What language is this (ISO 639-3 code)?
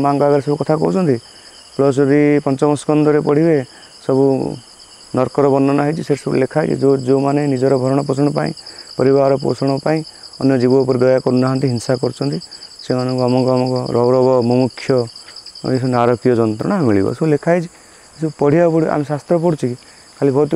ori